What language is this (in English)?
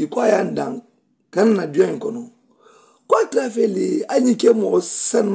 Mandingo